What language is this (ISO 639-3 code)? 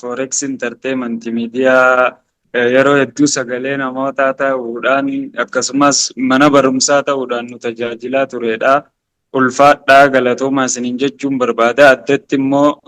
orm